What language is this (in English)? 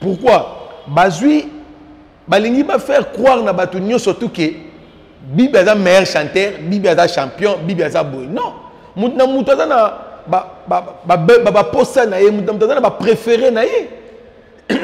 Lingala